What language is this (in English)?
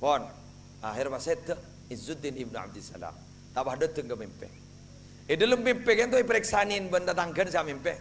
Madurese